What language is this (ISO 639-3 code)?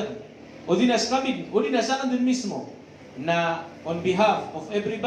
mrw